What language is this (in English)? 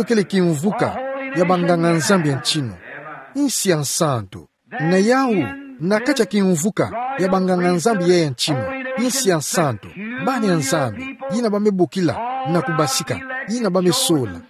Kituba (Democratic Republic of Congo)